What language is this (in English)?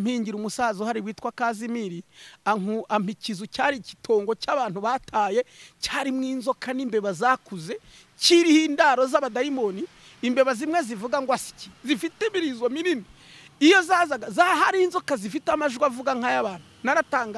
Kinyarwanda